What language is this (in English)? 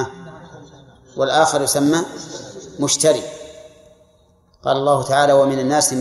Arabic